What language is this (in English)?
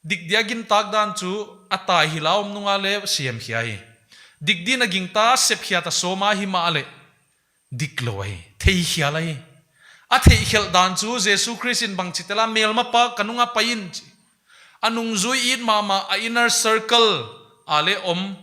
Paite Chin